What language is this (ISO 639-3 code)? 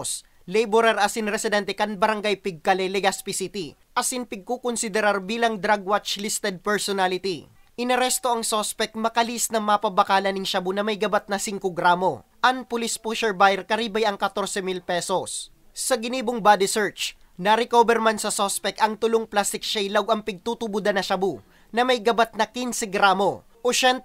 bik